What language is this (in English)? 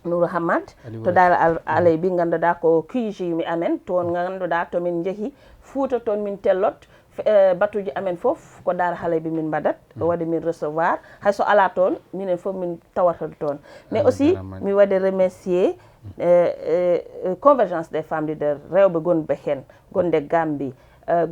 Fula